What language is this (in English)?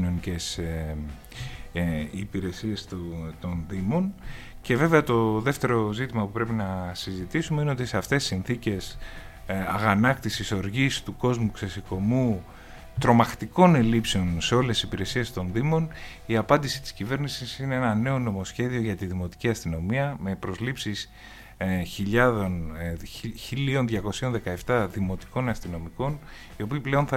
Greek